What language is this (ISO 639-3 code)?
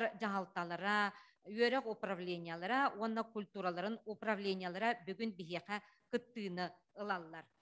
sah